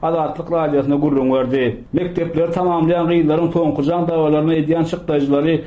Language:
Turkmen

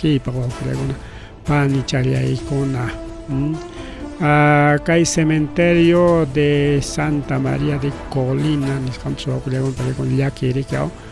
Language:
Ayacucho Quechua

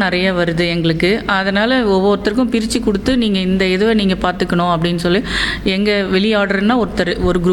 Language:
Tamil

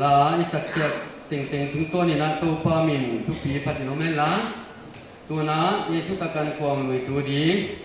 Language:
Paite Chin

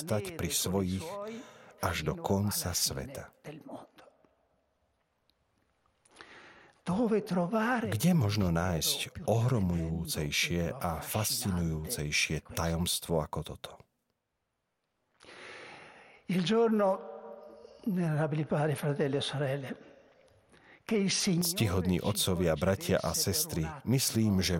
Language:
Slovak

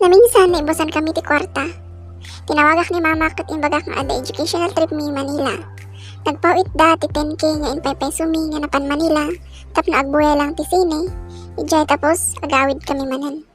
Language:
Iloko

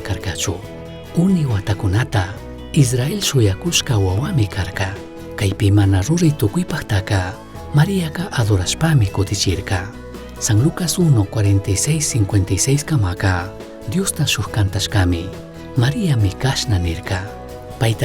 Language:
Chimborazo Highland Quichua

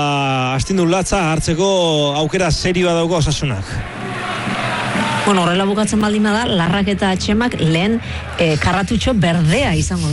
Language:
Basque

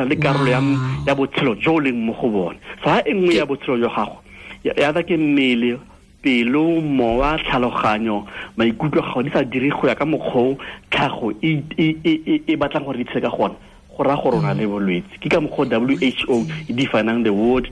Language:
Tswana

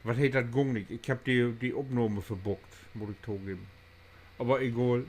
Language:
Low German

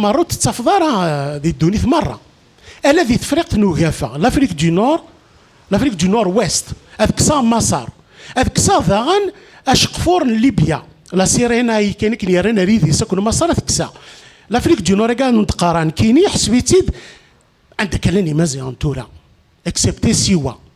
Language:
Kabyle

